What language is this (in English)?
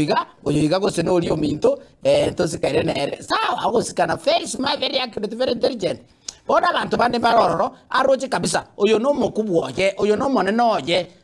Gusii